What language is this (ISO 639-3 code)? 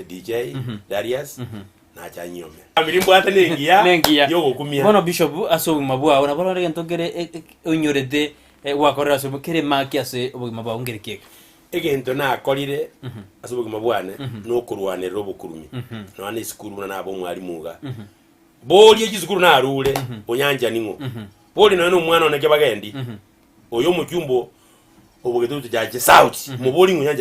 guz